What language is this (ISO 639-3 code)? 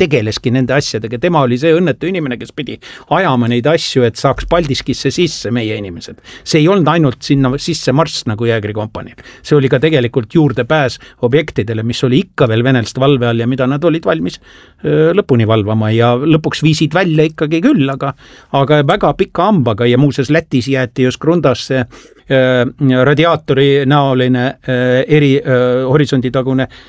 est